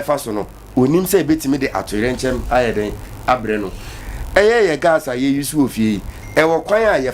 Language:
Akan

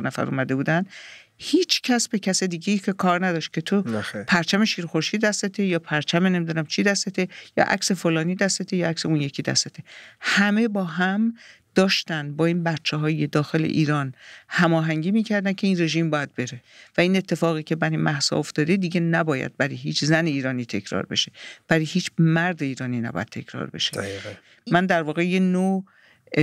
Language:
Persian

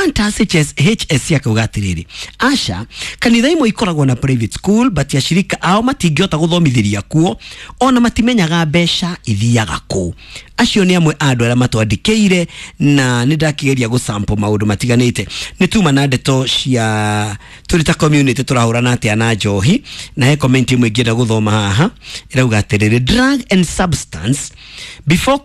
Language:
Kikuyu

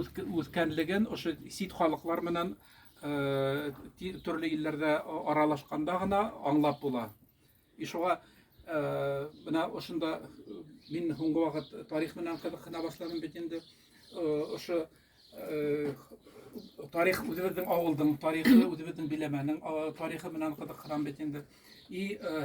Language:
Bashkir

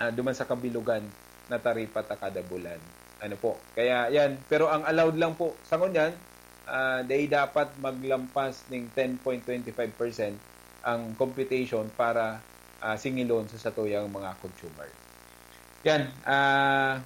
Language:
Bikol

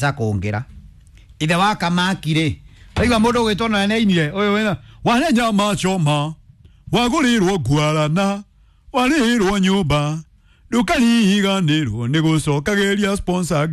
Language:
Kikuyu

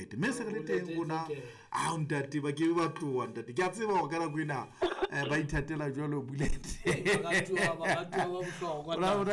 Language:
Southern Sotho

